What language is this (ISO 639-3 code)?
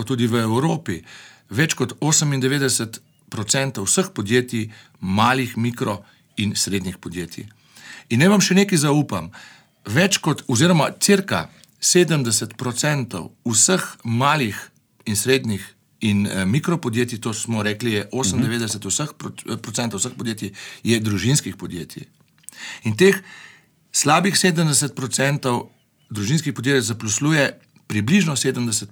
slv